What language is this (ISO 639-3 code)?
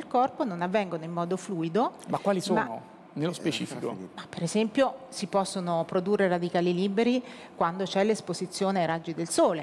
ita